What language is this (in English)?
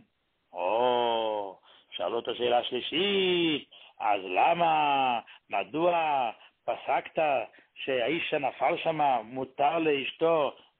Hebrew